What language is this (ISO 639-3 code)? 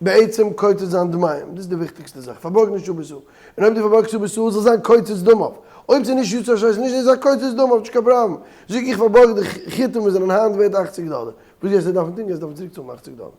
yid